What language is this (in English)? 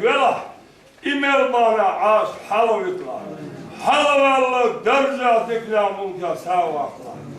Chechen